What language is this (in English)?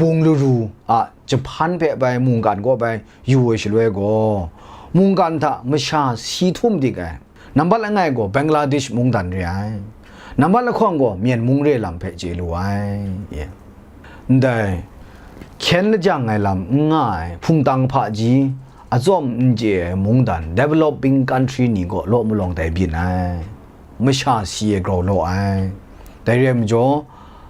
Kachin